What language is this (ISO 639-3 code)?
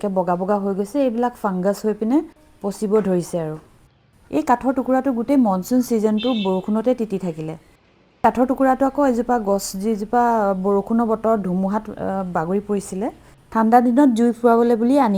asm